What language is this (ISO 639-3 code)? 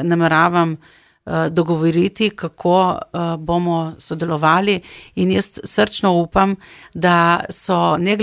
slv